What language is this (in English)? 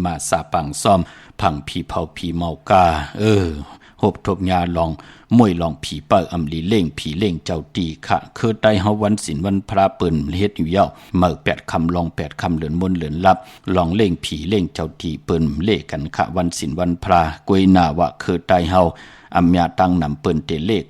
Shan